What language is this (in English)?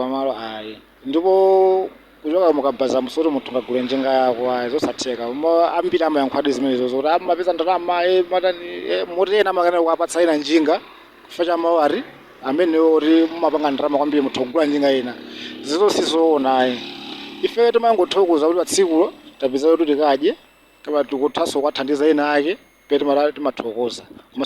Nyanja